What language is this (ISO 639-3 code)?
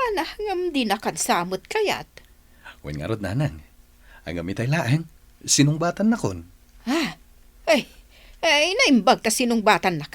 ilo